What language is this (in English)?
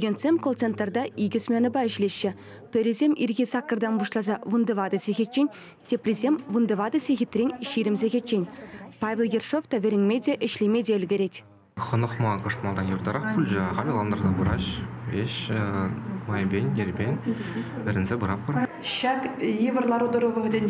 Chuvash